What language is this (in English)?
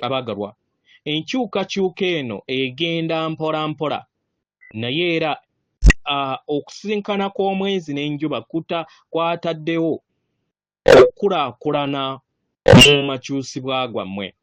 Ganda